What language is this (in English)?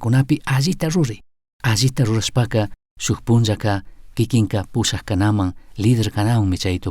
Chimborazo Highland Quichua